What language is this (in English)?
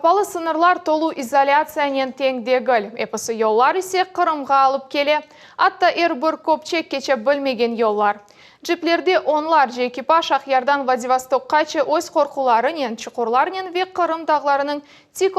Crimean Tatar